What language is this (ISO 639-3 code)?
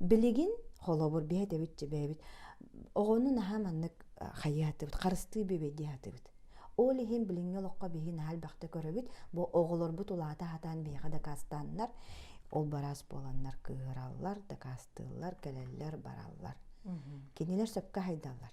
sah